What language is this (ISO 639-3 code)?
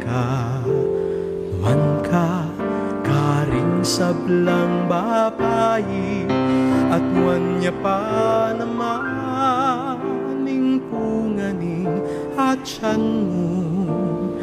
pam